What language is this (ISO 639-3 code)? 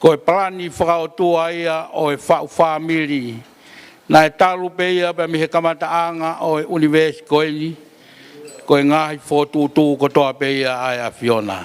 ton